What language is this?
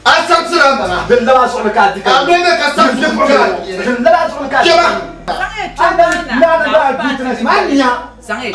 Dagbani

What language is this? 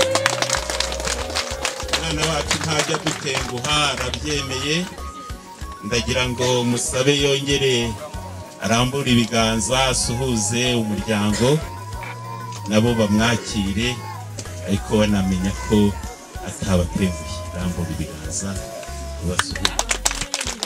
Kinyarwanda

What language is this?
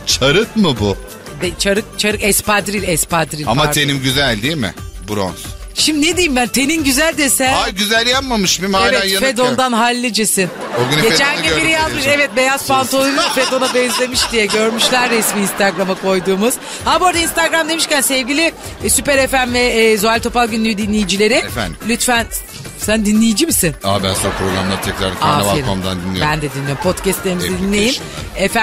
Turkish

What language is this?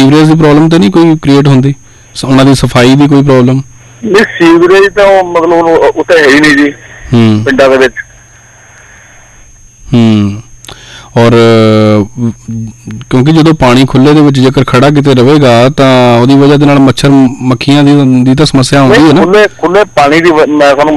Punjabi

